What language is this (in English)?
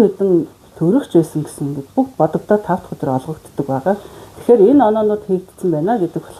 Mongolian